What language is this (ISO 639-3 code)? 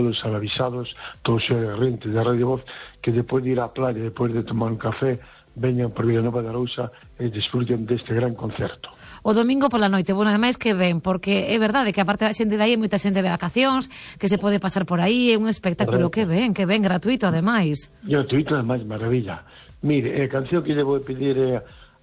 glg